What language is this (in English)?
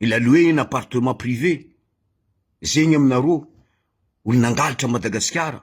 Malagasy